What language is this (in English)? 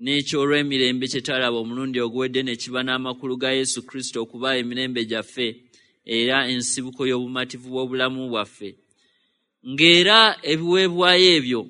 Ganda